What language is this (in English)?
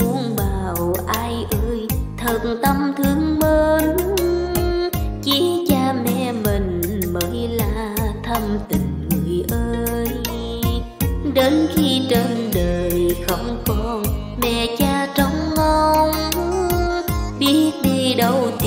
Vietnamese